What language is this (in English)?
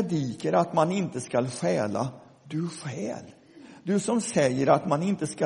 Swedish